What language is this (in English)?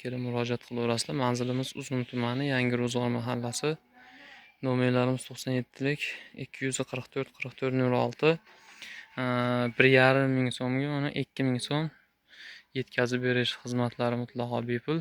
Uzbek